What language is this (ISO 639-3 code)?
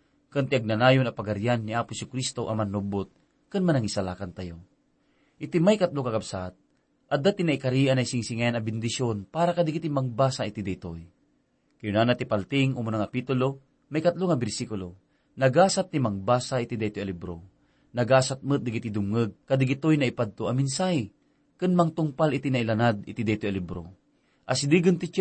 ilo